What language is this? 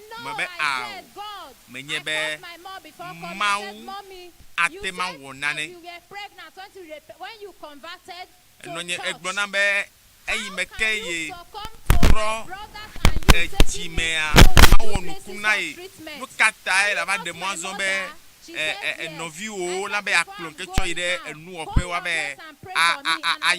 Ewe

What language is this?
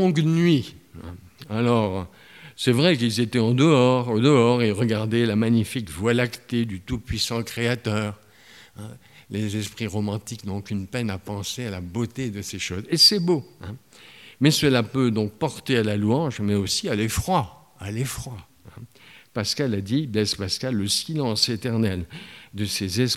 French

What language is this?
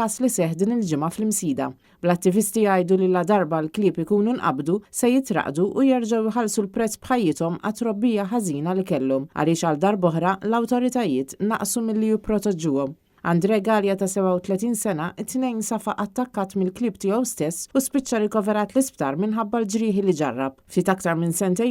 Maltese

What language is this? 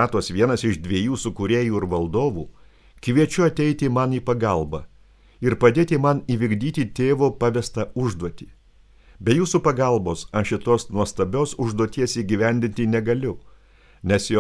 Lithuanian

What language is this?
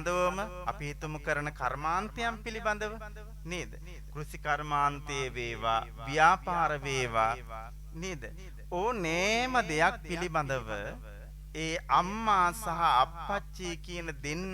Sinhala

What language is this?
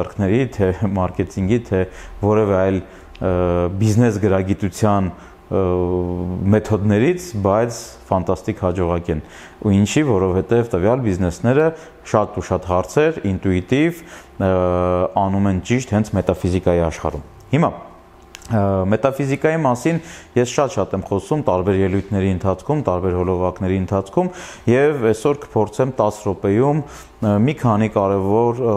Armenian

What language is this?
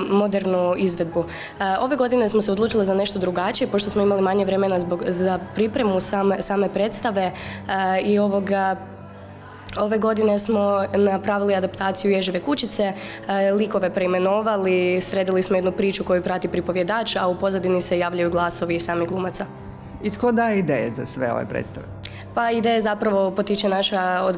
Croatian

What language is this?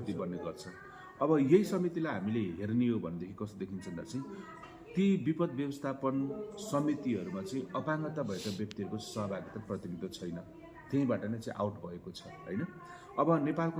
Nepali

